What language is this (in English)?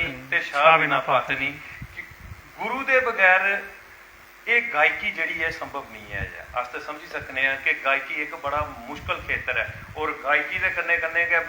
Dogri